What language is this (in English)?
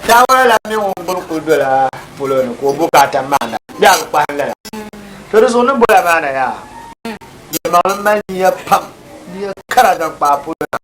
Dagbani